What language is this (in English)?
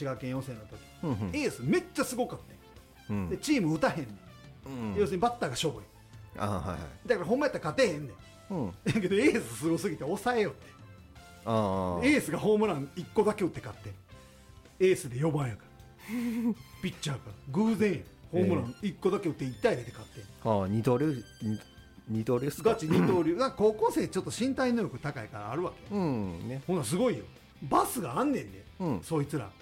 Japanese